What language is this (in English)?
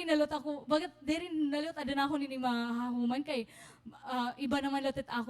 Waray